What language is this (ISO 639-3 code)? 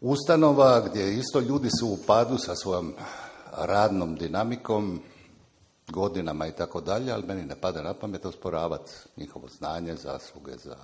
hrv